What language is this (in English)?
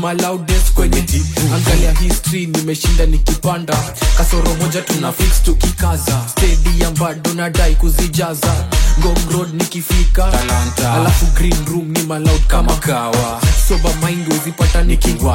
Swahili